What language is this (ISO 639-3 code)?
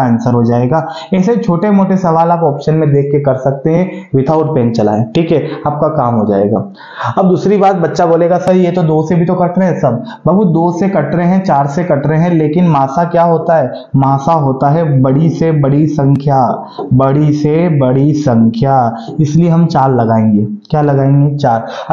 hin